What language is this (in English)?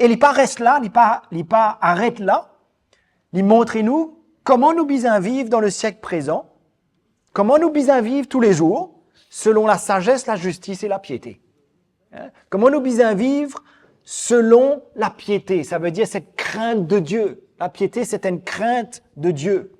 Morisyen